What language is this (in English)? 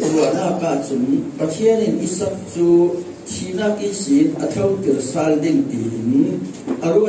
Falam Chin